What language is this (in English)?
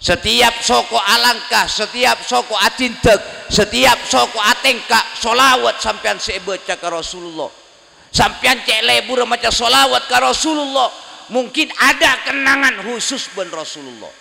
Madurese